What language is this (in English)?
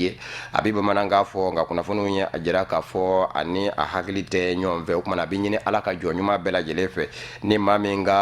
Bambara